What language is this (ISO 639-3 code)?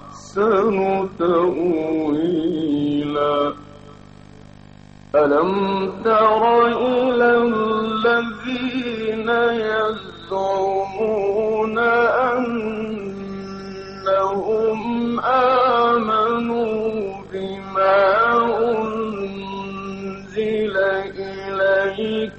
ara